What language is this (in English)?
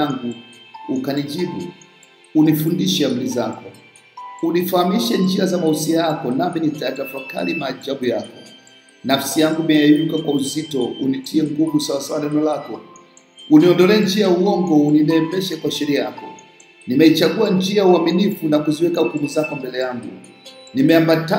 Swahili